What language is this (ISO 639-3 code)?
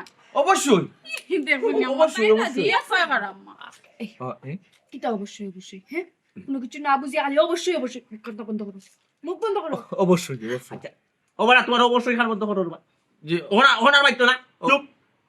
syl